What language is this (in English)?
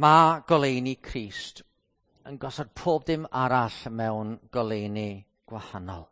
Welsh